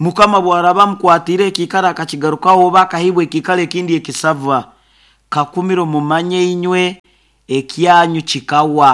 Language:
Nyoro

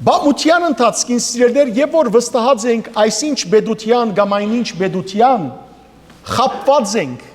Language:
Western Armenian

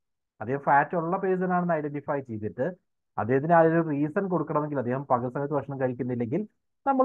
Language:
Malayalam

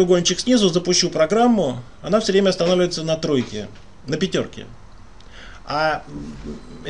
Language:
Russian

